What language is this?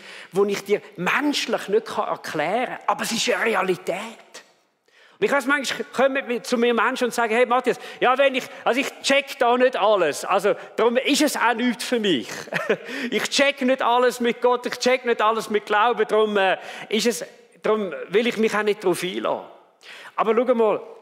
Swiss German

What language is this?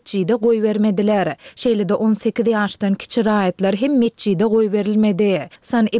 Turkmen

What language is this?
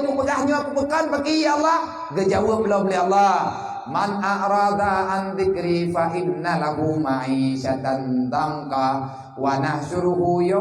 Achinese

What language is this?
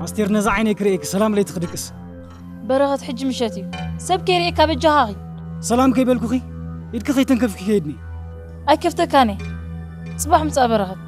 Tigrinya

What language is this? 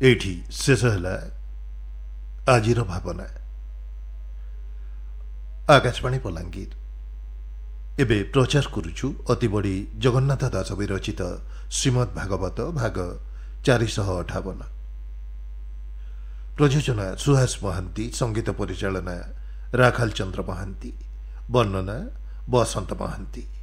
Odia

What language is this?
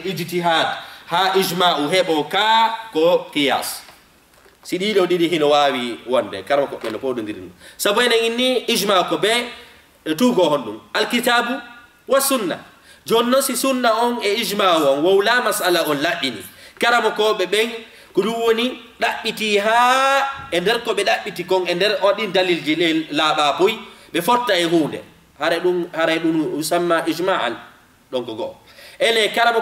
Fula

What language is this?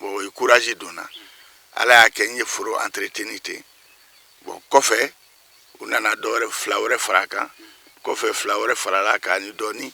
Bambara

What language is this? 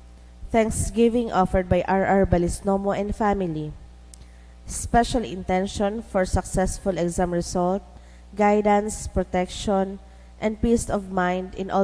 Bikol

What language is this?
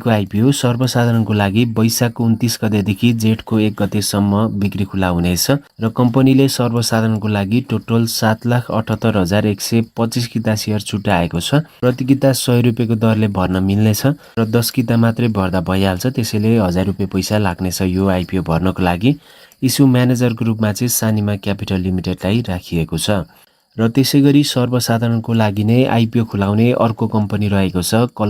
Nepali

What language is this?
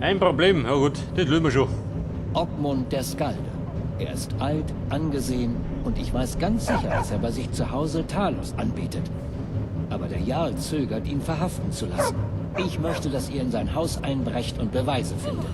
Bavarian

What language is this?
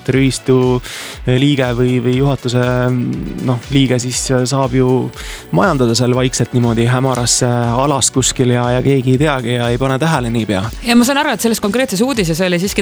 Estonian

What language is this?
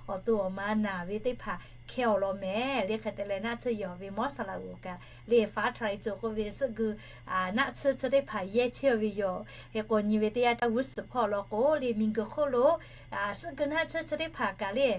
Lahu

